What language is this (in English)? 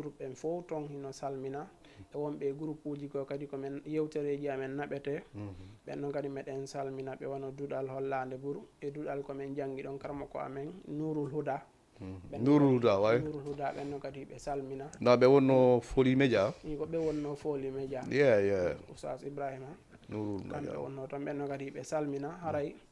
Fula